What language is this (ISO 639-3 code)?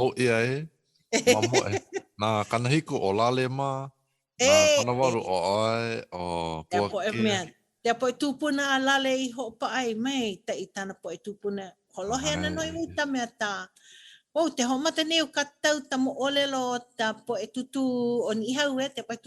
haw